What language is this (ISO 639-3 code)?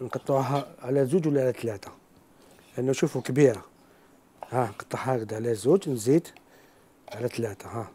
arq